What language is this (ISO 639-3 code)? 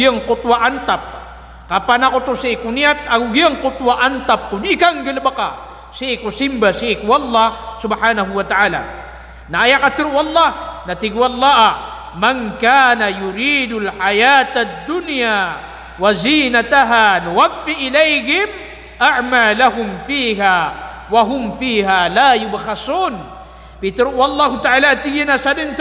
mrw